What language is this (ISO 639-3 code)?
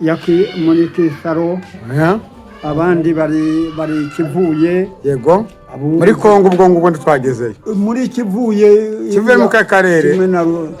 kin